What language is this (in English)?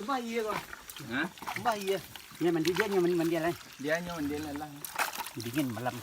Minangkabau